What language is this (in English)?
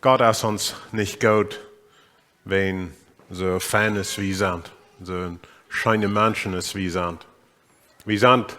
Plautdietsch